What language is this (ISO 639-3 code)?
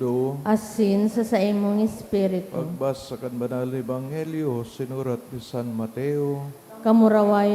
bik